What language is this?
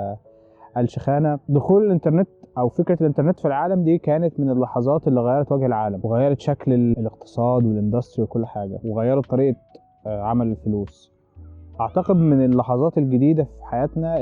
Egyptian Arabic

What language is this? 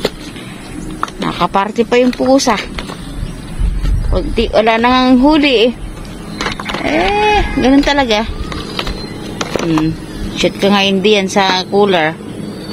Filipino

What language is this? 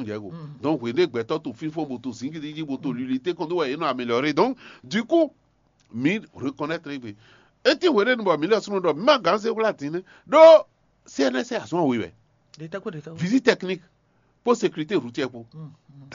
Fon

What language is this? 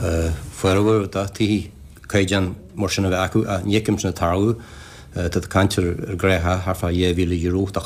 Irish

